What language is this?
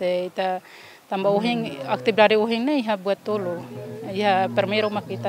Tetum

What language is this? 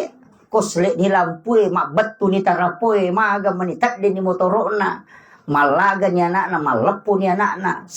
Buginese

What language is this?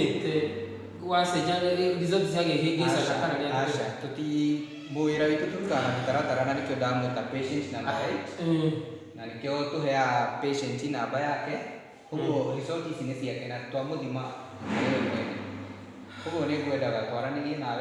Kikuyu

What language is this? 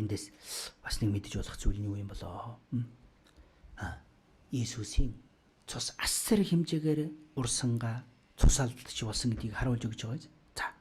Mongolian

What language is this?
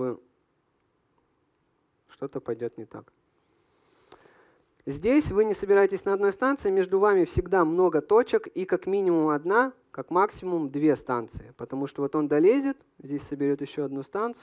Russian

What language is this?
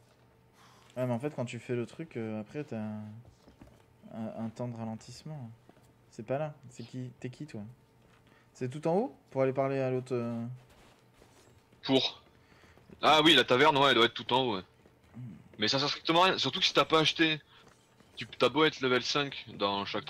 French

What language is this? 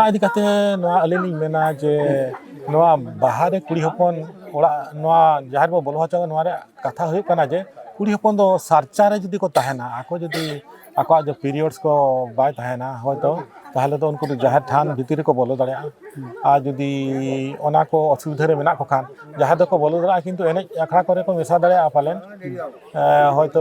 Santali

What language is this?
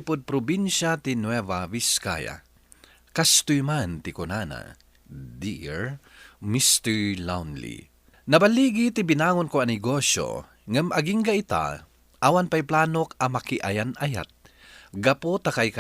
Iloko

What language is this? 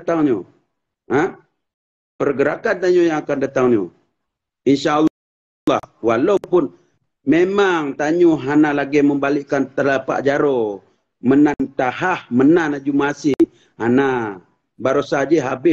Achinese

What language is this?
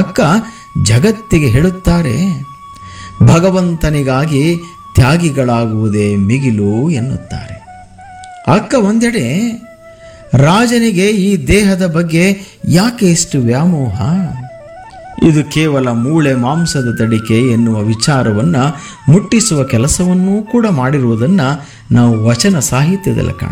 Kannada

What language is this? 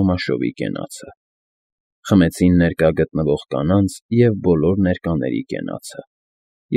Armenian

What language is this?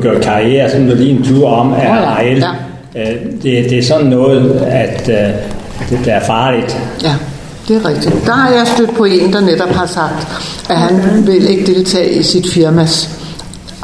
Danish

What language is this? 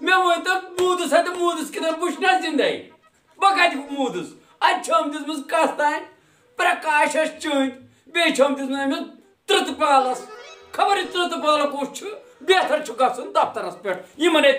Kashmiri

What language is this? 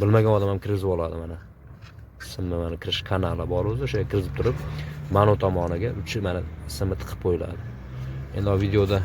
Uzbek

